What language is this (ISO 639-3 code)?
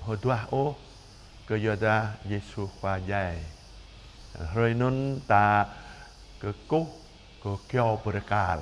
jra